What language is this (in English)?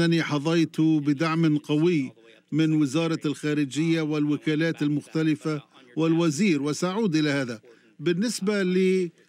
Arabic